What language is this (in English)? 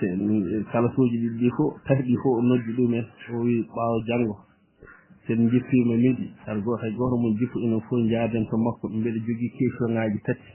Fula